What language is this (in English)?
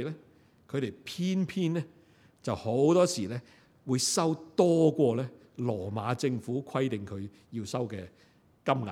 Cantonese